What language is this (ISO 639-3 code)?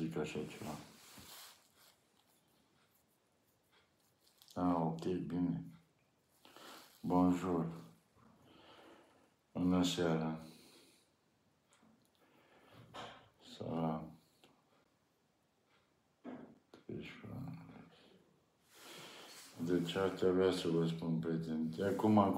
ron